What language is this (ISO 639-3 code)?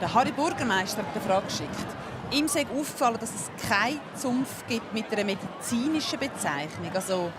gsw